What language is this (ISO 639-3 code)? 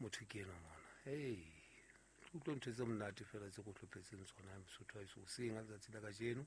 sot